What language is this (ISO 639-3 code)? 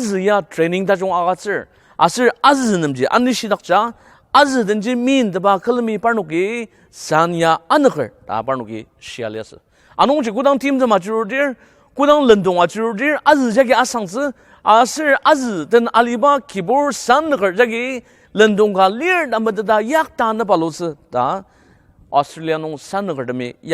njo